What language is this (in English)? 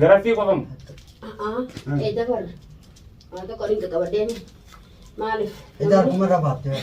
Oromo